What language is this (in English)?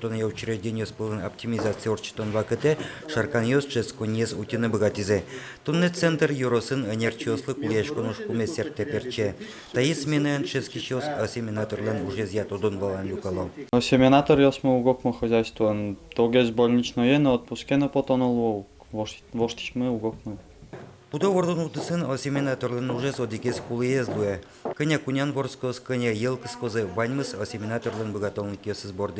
Udmurt